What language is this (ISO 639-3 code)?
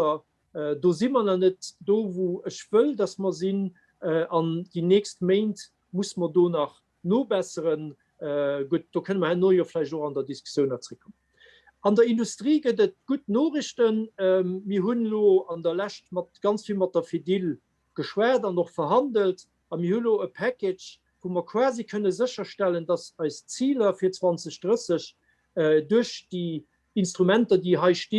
ltz